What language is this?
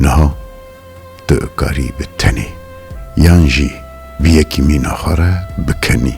Kurdish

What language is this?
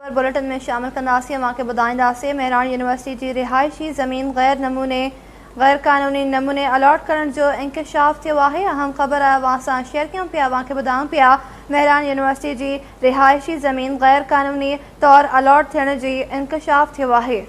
Sindhi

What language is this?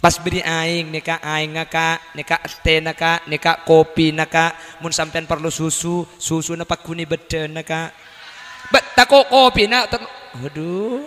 Madurese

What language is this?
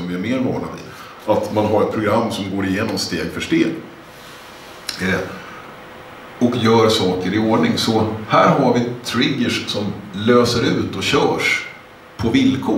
Swedish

